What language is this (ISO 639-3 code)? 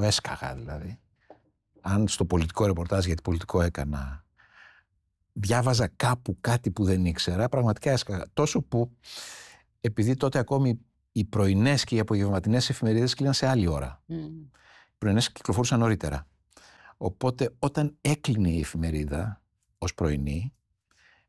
ell